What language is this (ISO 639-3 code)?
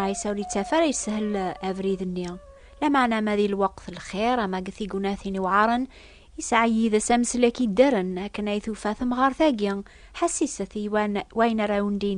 kab